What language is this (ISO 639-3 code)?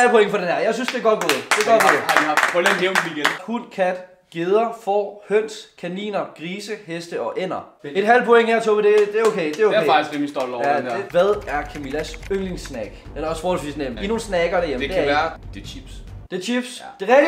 dan